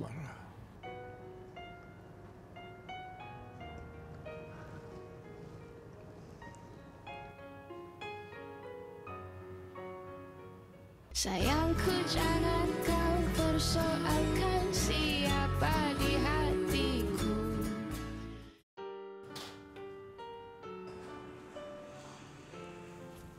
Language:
Malay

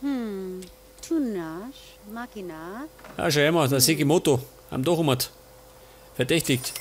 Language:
Bavarian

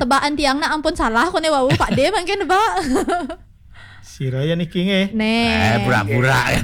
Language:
Balinese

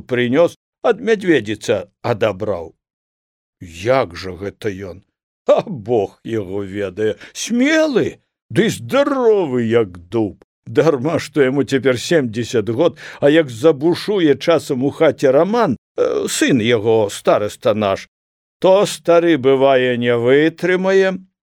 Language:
Belarusian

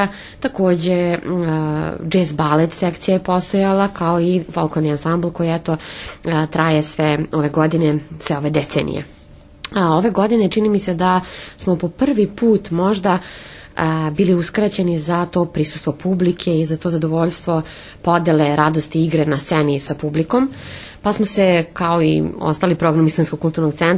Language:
Serbian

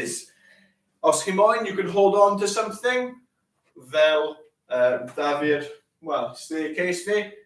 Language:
Welsh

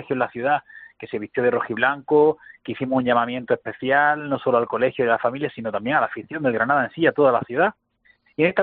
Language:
Spanish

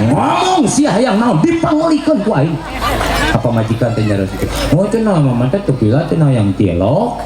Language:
Sundanese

